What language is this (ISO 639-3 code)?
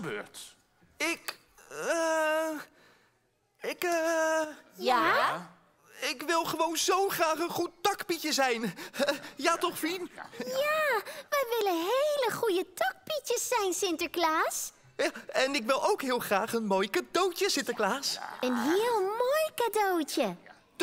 nld